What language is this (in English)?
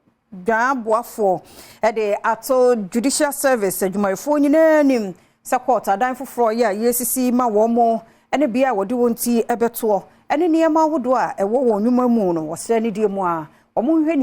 Akan